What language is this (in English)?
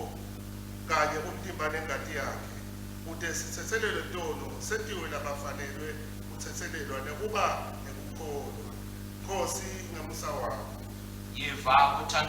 Swati